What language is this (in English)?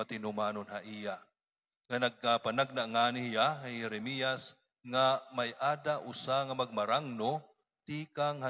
Waray